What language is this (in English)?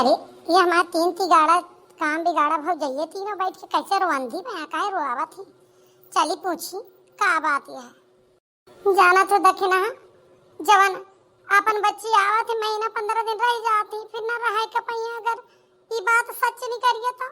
Awadhi